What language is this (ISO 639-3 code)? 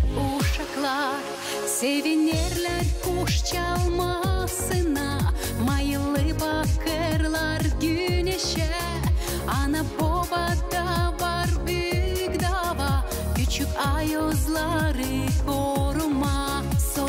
gag